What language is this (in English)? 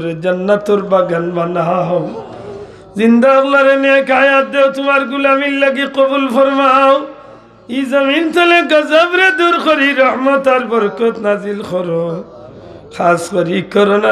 Sylheti